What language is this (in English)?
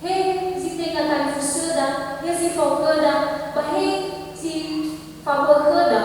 Nias